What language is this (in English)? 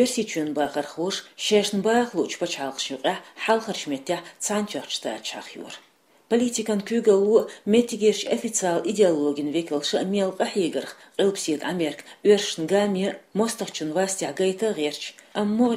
Chechen